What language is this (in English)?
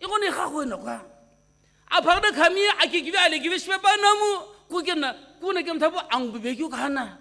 Sumi Naga